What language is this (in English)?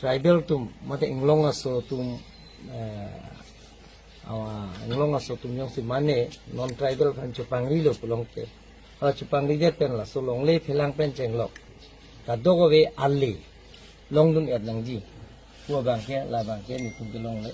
Karbi